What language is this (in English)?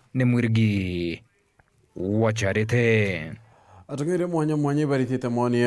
Meru